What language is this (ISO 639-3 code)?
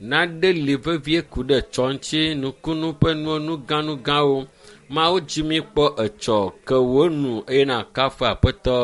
ewe